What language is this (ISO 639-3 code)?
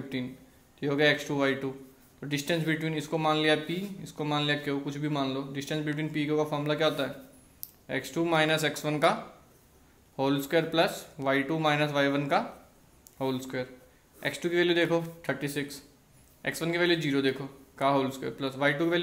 hin